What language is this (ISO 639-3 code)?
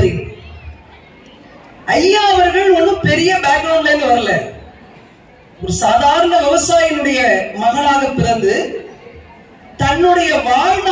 tam